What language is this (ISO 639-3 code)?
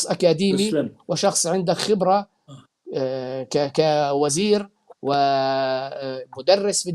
apc